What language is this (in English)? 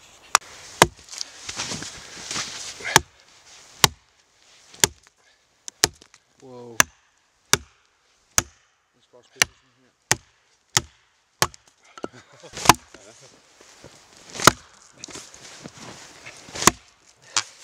Danish